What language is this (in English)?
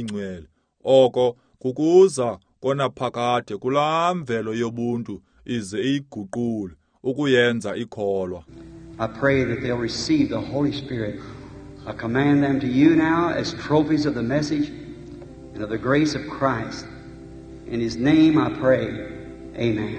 Xhosa